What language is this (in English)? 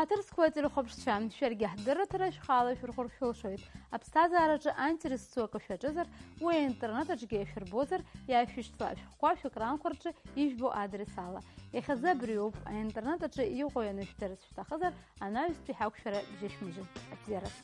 Abkhazian